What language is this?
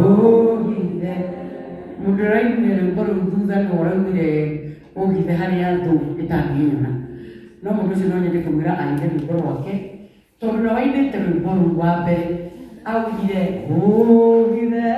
Kikuyu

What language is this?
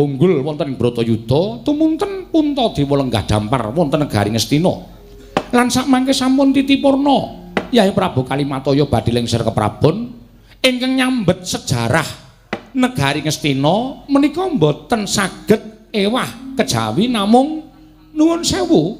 Javanese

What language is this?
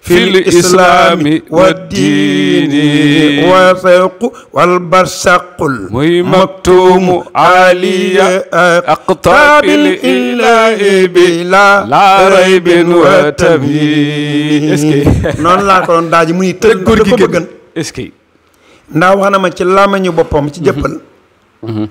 Wolof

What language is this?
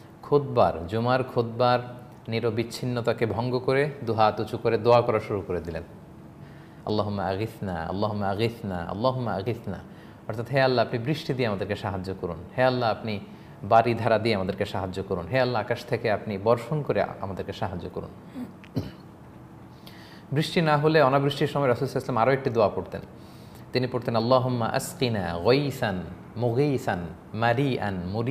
Bangla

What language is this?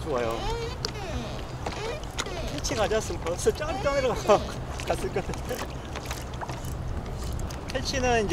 Korean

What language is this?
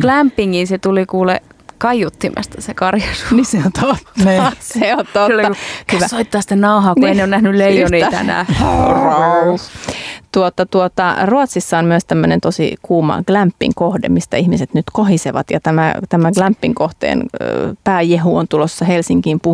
Finnish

